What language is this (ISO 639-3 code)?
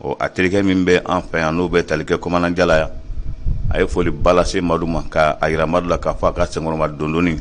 bam